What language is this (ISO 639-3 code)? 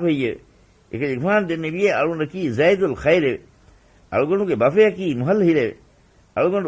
div